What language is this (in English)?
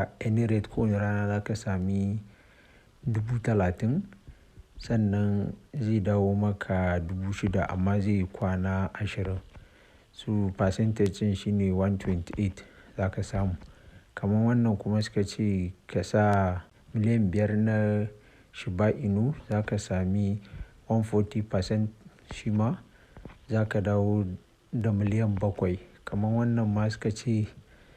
Hausa